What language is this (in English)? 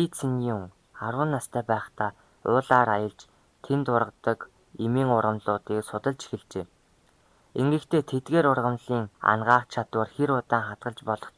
Mongolian